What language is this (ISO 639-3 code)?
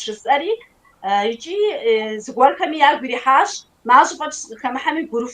kbd